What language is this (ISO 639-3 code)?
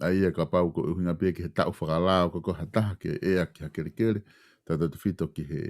ton